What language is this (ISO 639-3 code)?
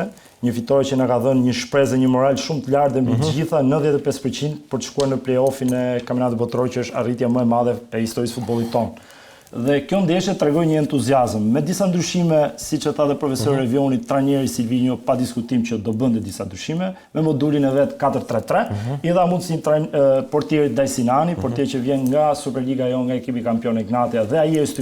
sqi